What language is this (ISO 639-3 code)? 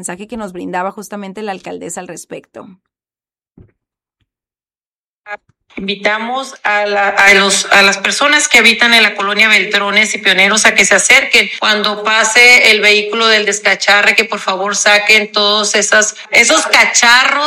spa